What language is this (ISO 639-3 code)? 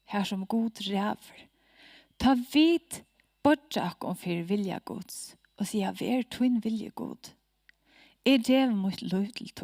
fao